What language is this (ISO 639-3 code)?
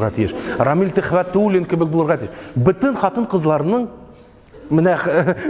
tat